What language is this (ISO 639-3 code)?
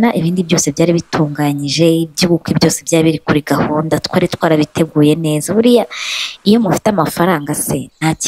kin